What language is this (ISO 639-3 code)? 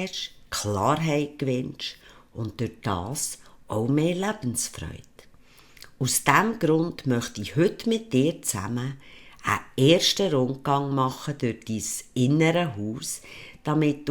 gsw